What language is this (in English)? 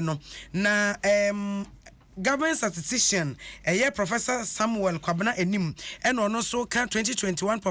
Akan